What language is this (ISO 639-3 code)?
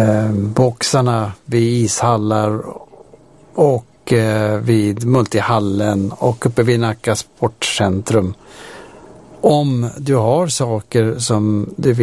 swe